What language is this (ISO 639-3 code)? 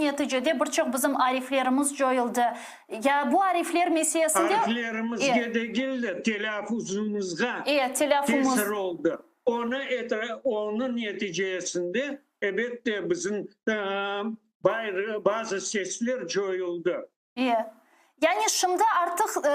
crh